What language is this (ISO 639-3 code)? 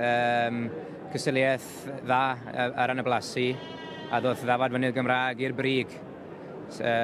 cym